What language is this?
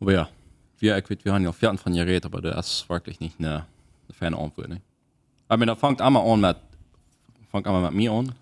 Plautdietsch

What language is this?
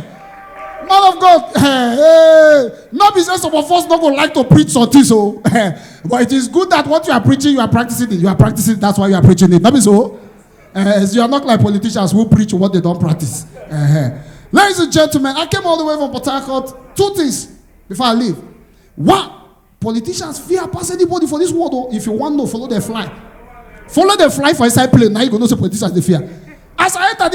Nigerian Pidgin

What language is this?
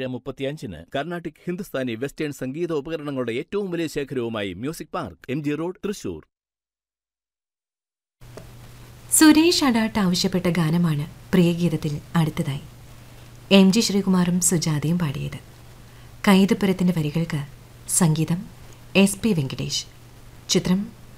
Malayalam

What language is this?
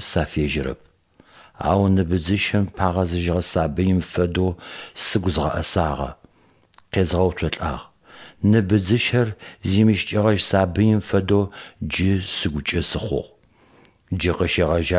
Adyghe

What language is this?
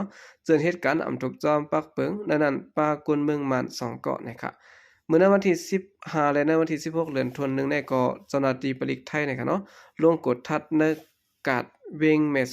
Shan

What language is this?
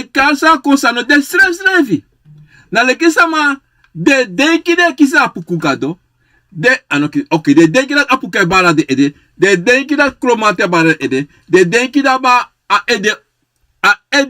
Sranan Tongo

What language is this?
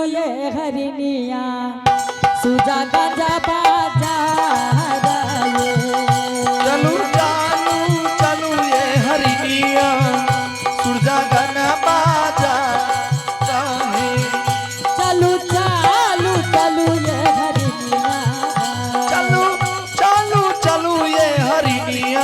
Angika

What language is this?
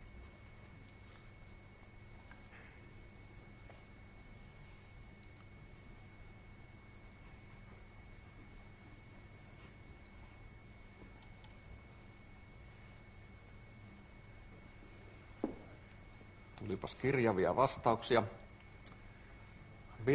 Finnish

